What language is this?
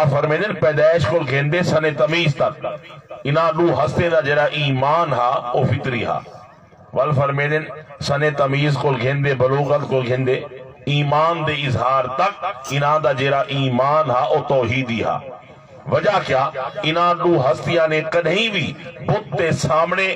Saraiki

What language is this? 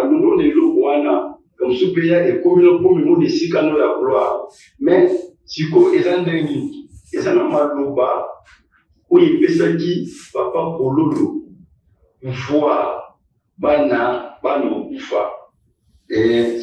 Lingala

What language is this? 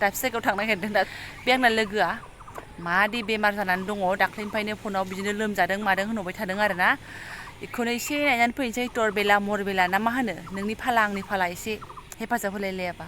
Bodo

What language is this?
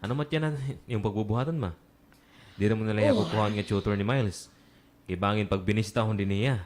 Waray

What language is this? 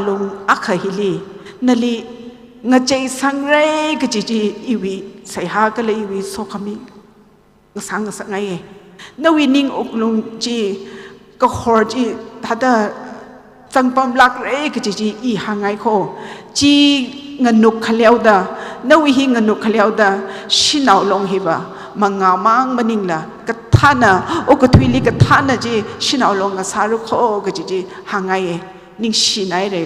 Tangkhul Naga (India)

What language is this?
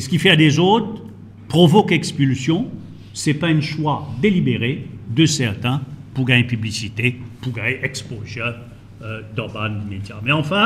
Morisyen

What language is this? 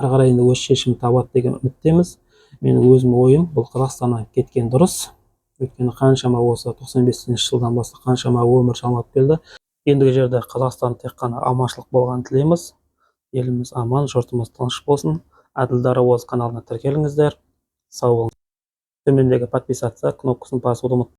Kazakh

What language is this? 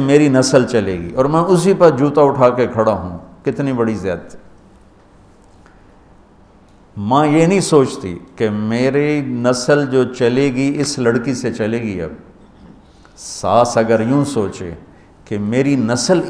Urdu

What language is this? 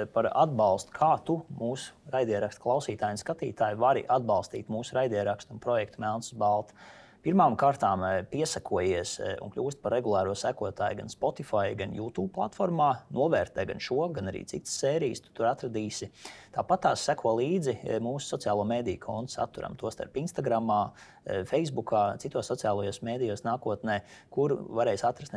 Latvian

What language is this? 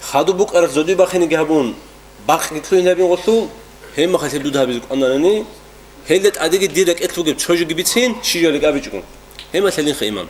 Avaric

